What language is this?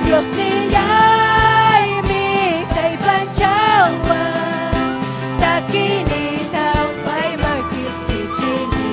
Ayacucho Quechua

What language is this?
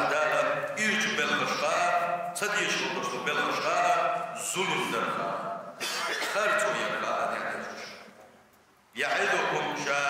Chechen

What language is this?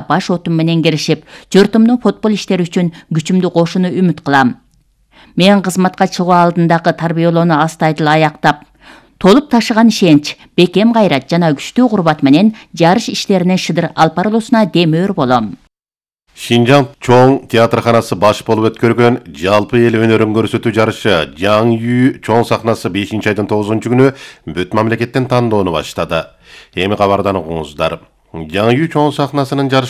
Kyrgyz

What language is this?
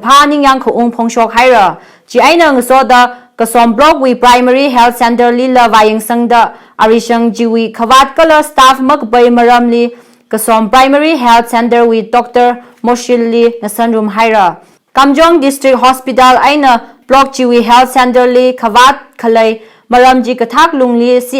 Tangkhul Naga (India)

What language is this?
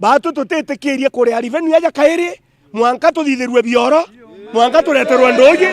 Meru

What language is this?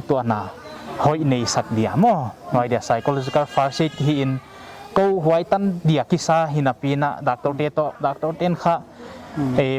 Paite Chin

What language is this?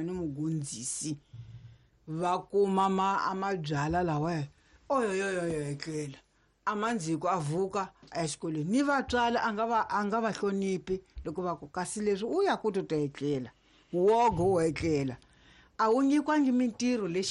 Tsonga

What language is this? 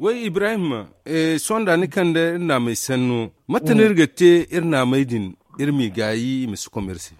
Zarma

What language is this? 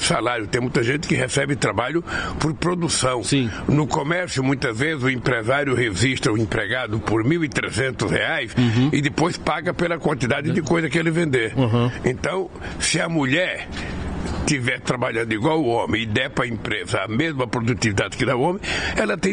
Portuguese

